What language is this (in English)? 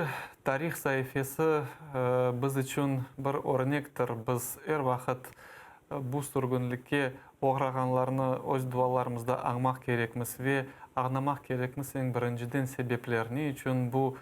Crimean Tatar